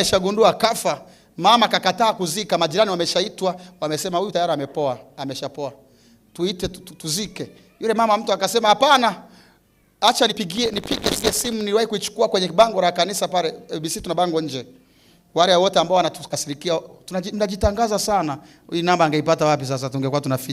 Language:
Swahili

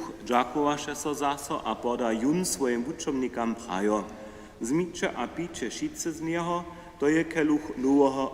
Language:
Upper Sorbian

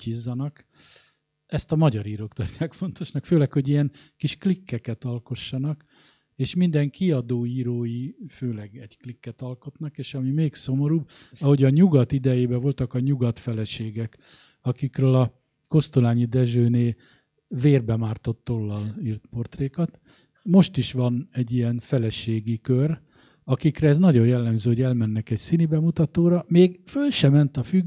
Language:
Hungarian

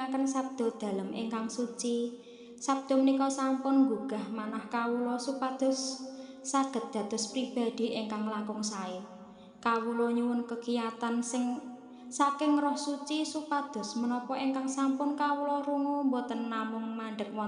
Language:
Javanese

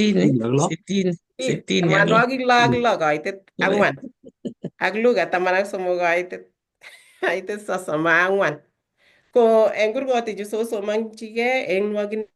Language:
Kalenjin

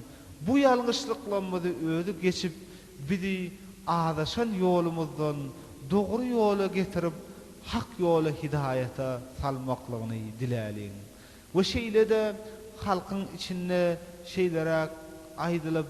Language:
Turkmen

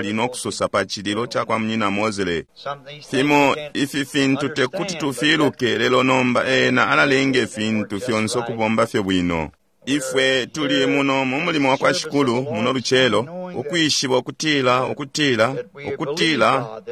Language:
Bemba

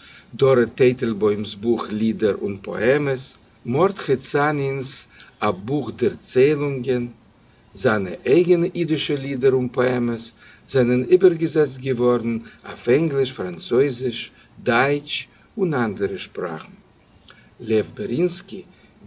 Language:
Yiddish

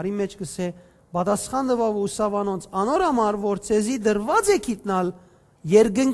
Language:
Western Armenian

